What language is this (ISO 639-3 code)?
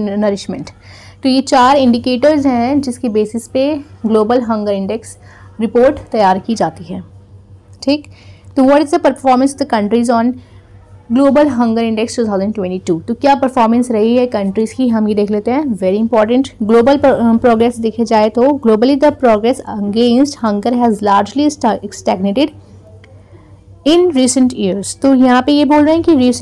hin